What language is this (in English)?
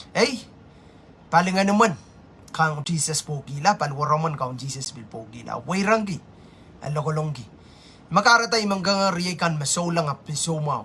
Pohnpeian